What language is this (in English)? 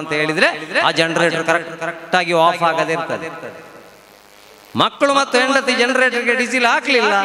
Kannada